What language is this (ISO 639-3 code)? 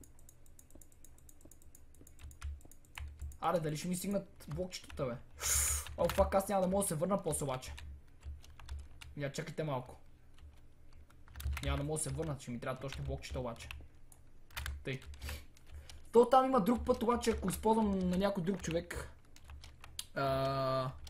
bul